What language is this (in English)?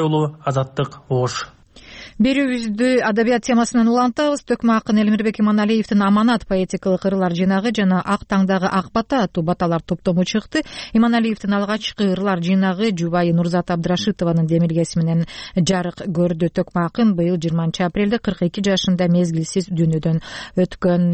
Kyrgyz